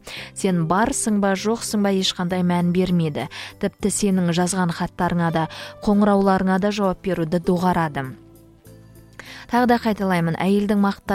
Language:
Kazakh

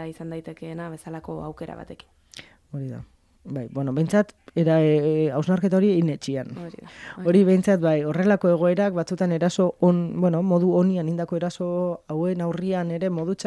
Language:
Basque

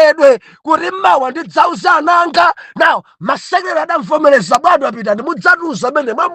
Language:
Nyanja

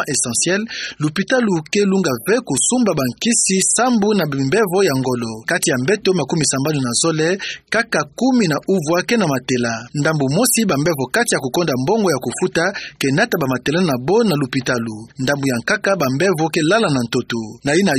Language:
Kituba (Democratic Republic of Congo)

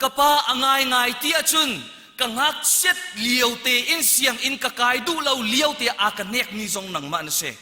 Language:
Hakha Chin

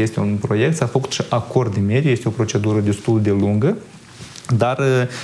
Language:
Romanian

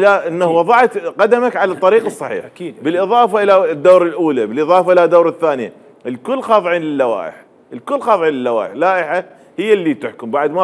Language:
Mesopotamian Arabic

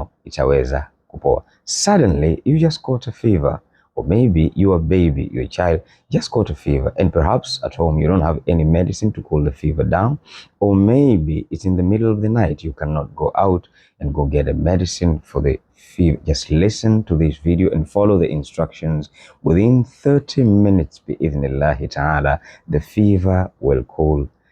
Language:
Swahili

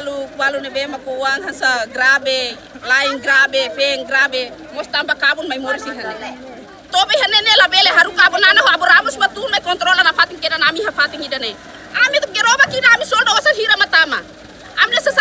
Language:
Tetum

